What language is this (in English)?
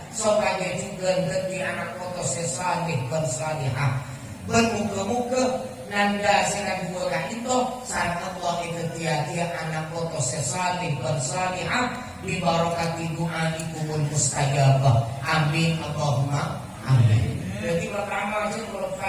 Madurese